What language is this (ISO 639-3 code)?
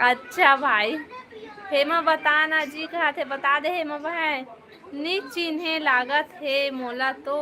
hne